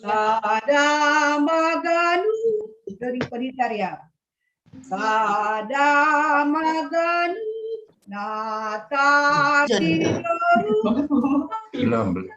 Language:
Batak Simalungun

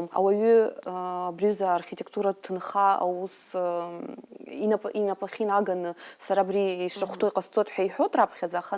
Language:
Abkhazian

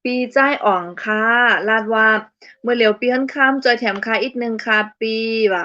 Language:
Shan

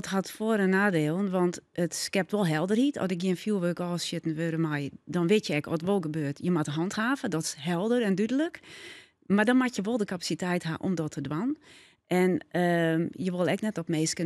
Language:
Western Frisian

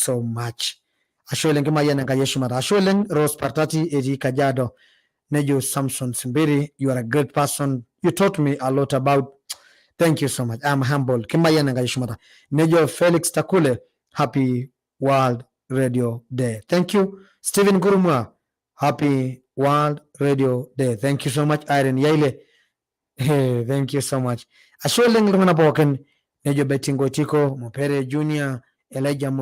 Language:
Masai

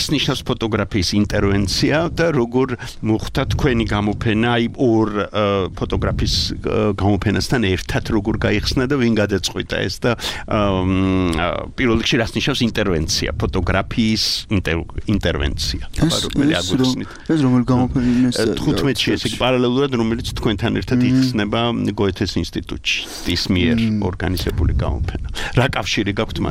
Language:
Georgian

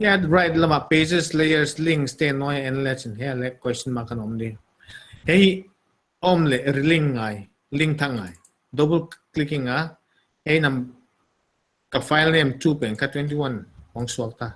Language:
Paite Chin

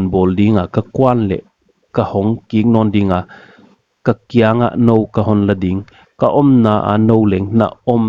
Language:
Paite Chin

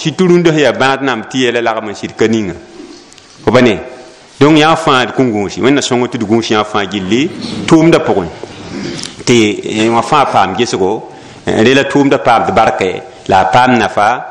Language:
Mossi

